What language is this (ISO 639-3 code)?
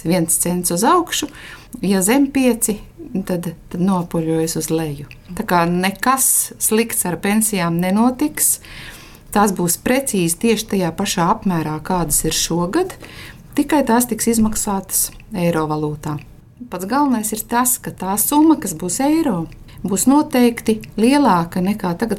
lav